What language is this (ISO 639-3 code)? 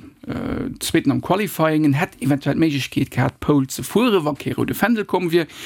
ltz